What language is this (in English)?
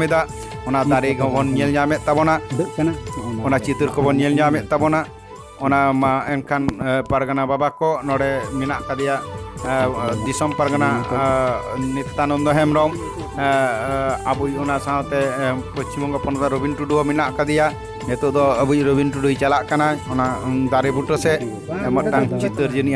Santali